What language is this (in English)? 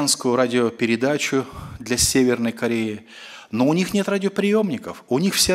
Russian